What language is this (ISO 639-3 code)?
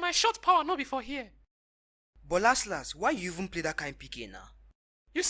pcm